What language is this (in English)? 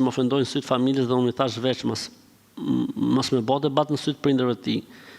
Albanian